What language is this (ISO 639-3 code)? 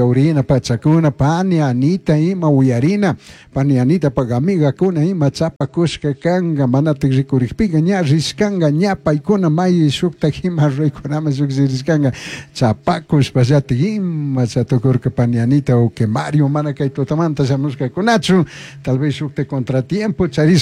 qug